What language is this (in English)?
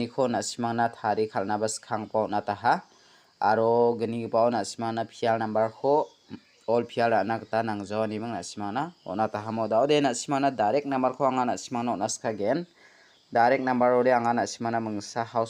Garo